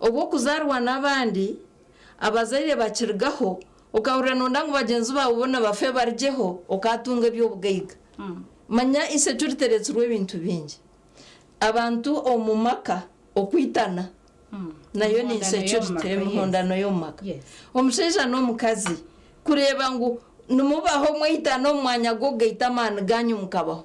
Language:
Nyankole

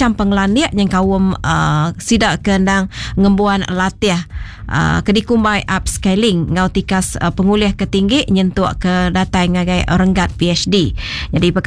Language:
Iban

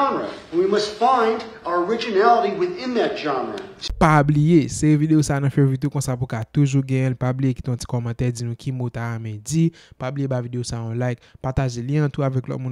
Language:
Haitian Creole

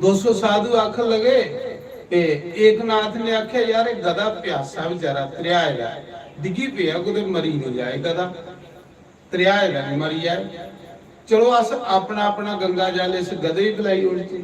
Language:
Dogri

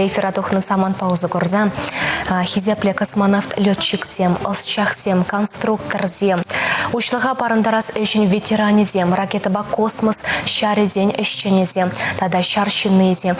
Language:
Chuvash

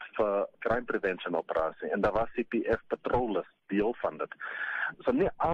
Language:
Afrikaans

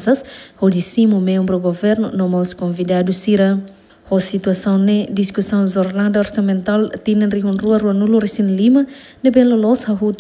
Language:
Tetum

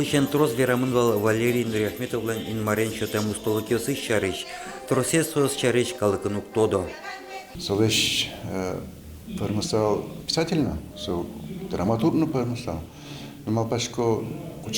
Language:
Udmurt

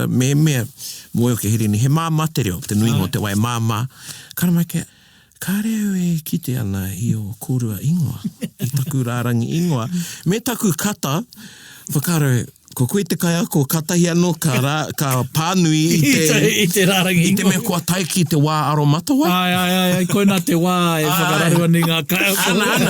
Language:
Māori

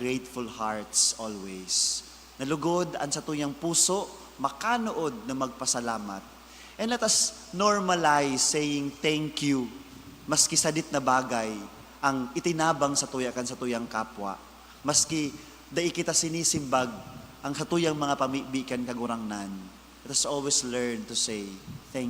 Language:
Bikol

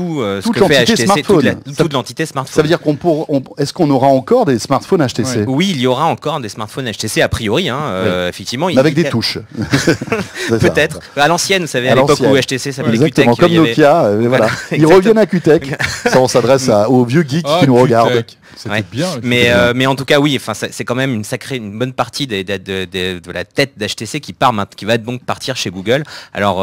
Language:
French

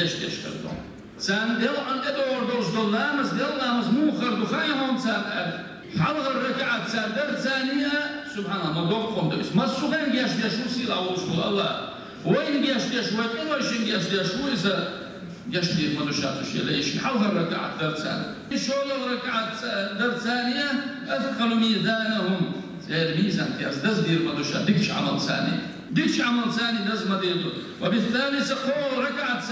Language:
Chechen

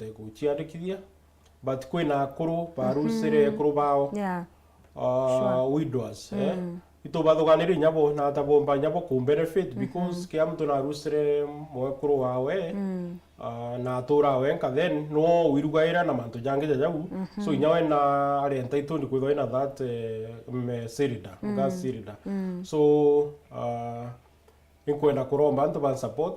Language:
Meru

